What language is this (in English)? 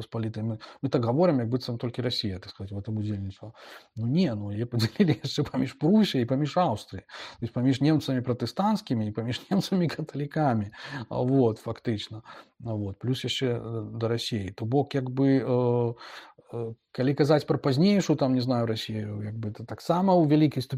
Belarusian